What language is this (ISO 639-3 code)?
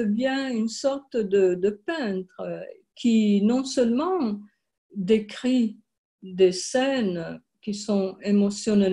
fra